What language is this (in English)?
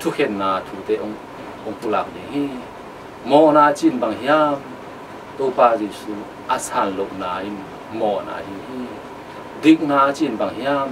Tedim Chin